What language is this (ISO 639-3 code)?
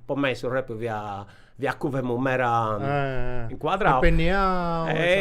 srd